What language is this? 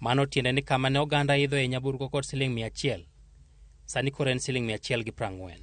Luo (Kenya and Tanzania)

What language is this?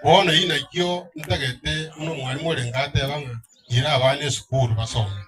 Gusii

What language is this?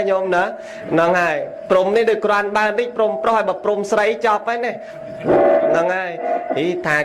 Khmer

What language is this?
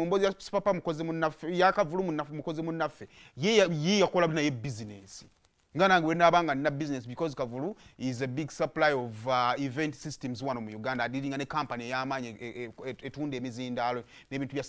Ganda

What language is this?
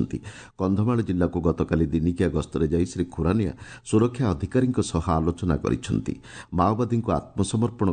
Odia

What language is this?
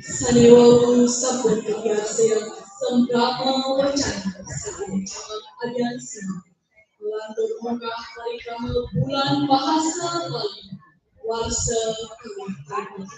Balinese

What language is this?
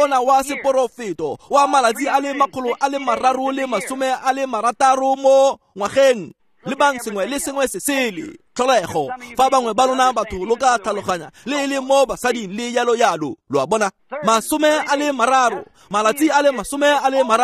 Tswana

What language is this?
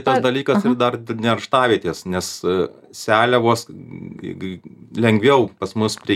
Lithuanian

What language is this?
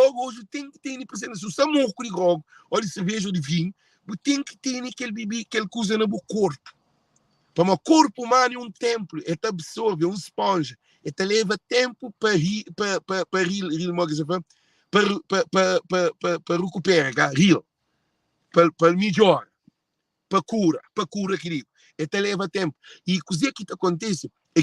Kabuverdianu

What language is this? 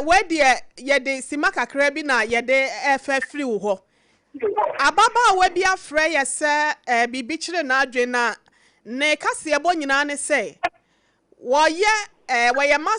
Akan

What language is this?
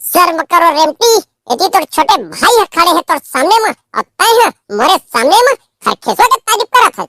Chhattisgarhi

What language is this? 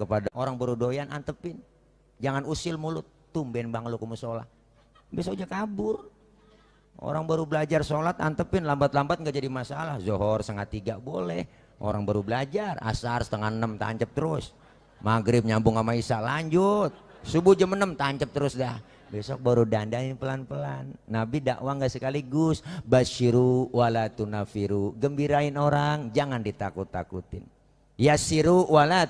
Betawi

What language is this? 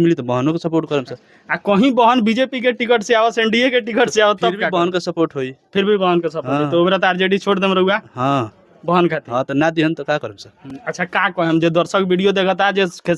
Bhojpuri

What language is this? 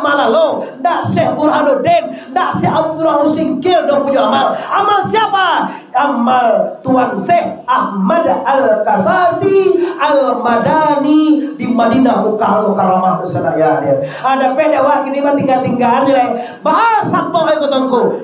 Minangkabau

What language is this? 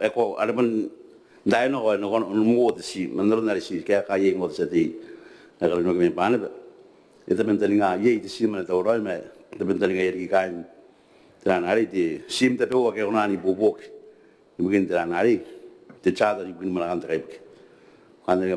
Gilbertese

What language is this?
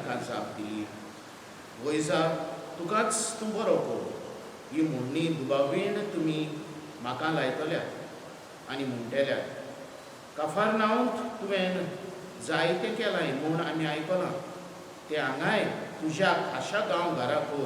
Konkani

